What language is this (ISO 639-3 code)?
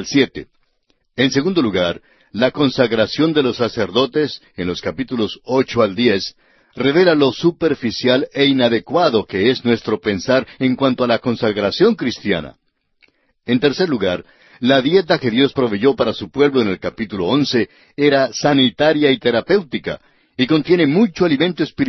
spa